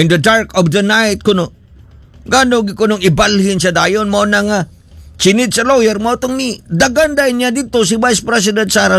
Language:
Cebuano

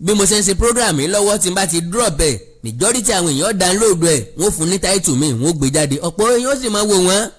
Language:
Yoruba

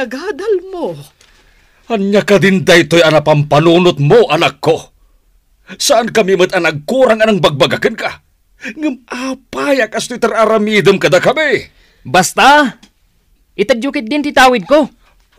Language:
Iloko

